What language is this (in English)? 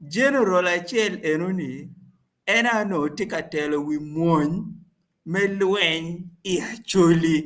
Acoli